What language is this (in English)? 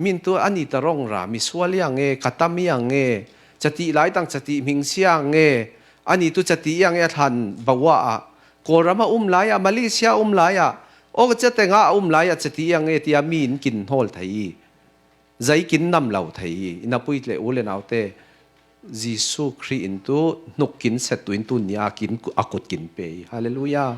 Falam Chin